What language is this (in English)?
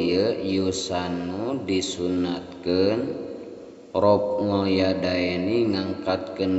Sundanese